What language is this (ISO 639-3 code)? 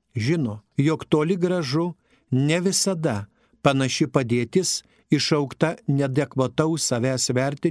lit